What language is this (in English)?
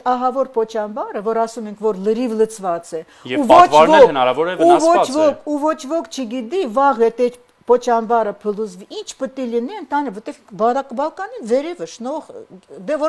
Armenian